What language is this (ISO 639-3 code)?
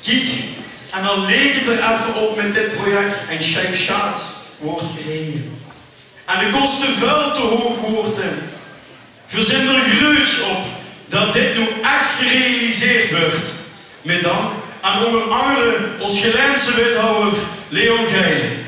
lim